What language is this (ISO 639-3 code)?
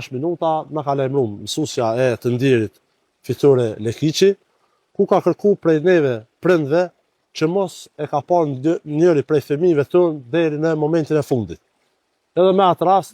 sqi